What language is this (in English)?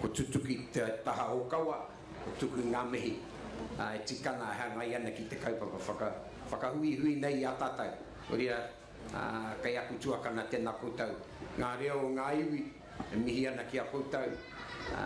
Māori